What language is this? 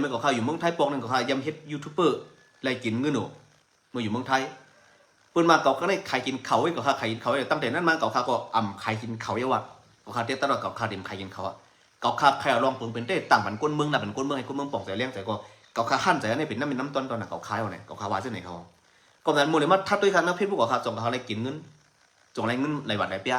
Shan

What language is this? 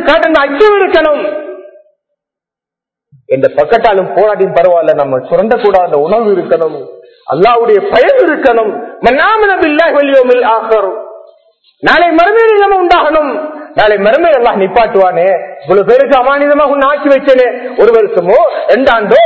Tamil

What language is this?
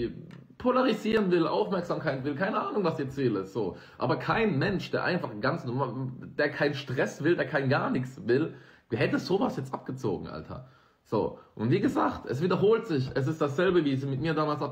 German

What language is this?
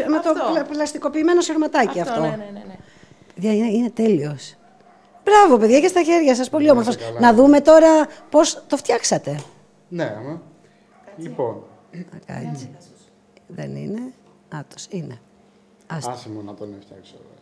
Greek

